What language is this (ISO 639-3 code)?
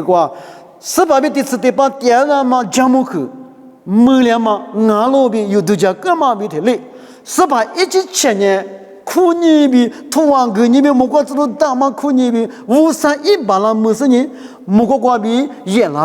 lis